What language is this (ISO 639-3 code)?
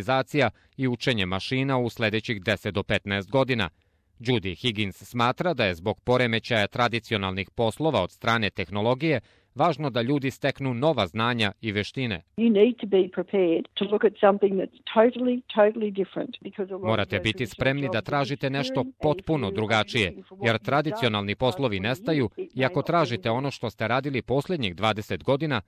srp